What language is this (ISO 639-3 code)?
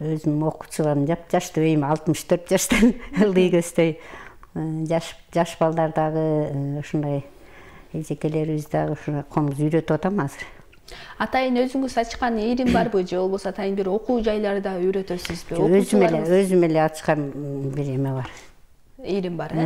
kir